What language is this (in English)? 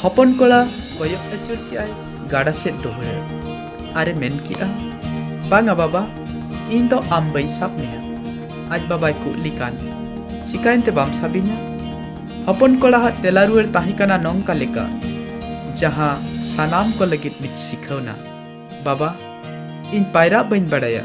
Santali